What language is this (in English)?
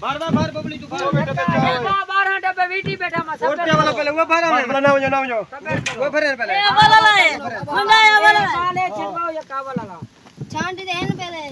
Saraiki